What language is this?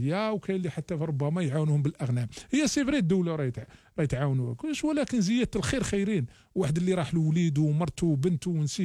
Algerian Arabic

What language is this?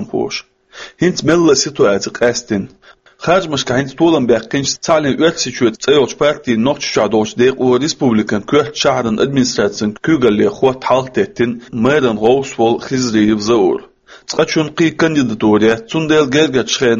Chechen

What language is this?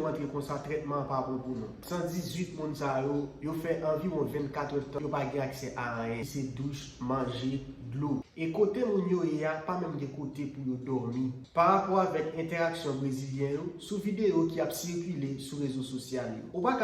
Haitian Creole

